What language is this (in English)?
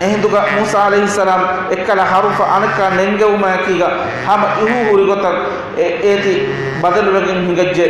Divehi